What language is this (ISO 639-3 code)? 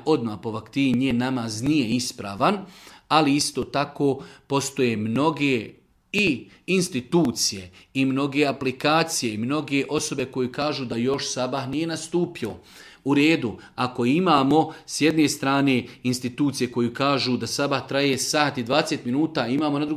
srp